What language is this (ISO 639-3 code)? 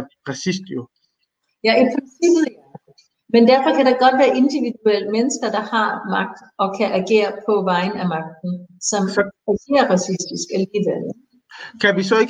dan